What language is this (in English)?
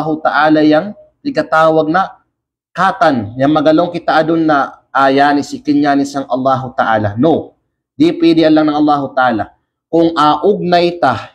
Kalagan